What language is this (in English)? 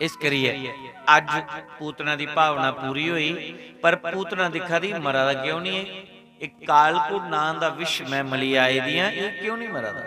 Dogri